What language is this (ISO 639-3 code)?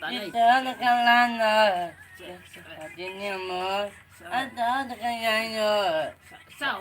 min